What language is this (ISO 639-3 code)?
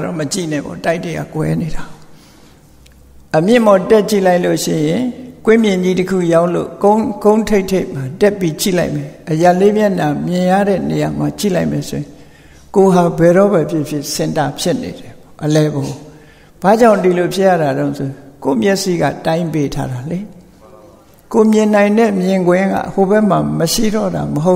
mya